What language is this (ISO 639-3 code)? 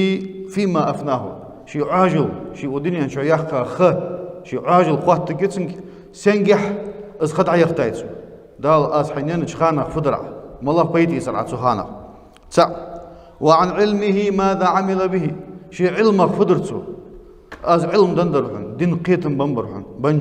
inh